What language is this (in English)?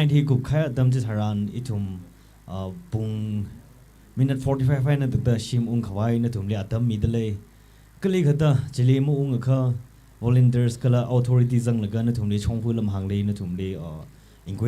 Tangkhul Naga (India)